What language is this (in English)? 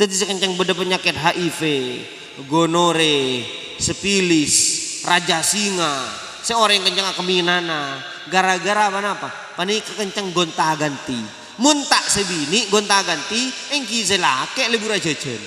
Madurese